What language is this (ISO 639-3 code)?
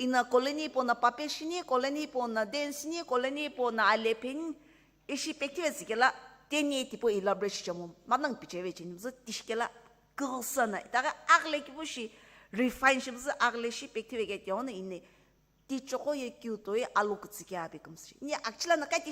nsm